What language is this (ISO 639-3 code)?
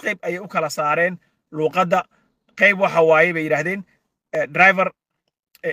som